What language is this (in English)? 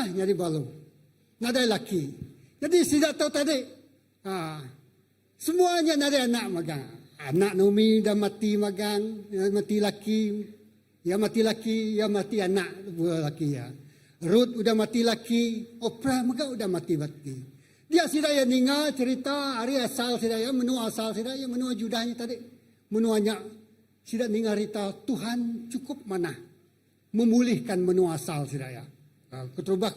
Iban